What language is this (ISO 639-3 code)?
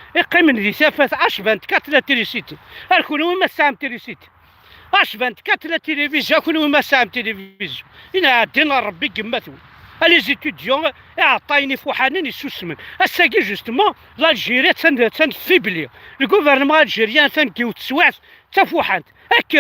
kab